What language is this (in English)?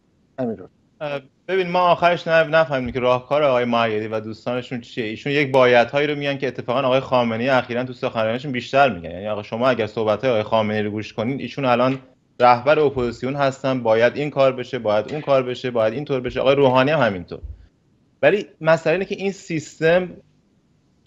Persian